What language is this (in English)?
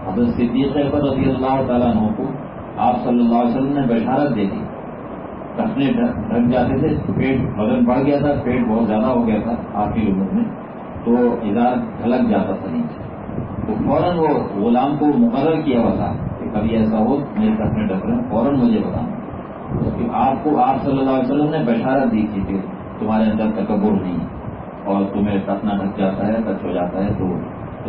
Urdu